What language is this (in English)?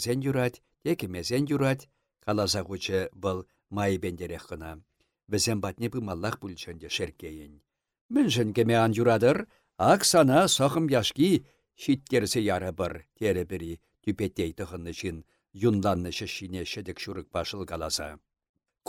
Chuvash